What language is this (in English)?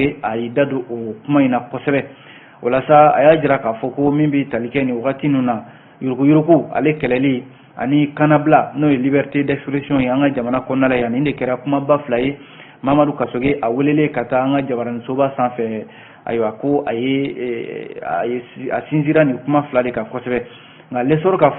Bambara